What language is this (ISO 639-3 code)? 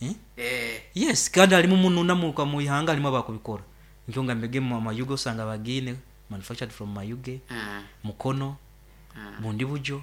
nyn